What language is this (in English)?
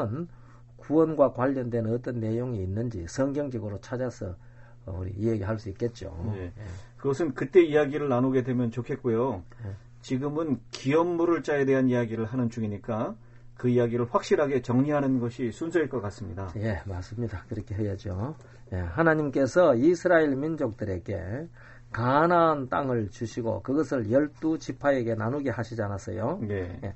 Korean